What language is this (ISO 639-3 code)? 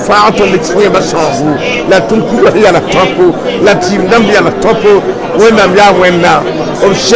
mos